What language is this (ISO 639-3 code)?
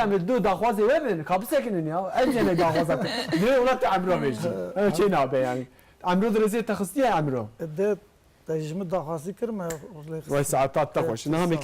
kur